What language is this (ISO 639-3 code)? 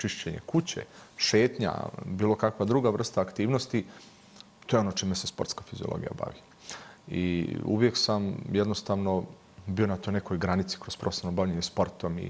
bos